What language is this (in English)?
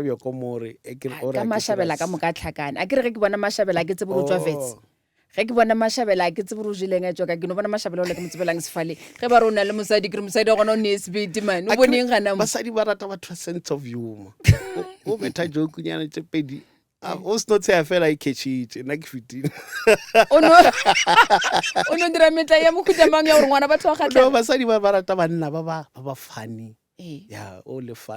Northern Sotho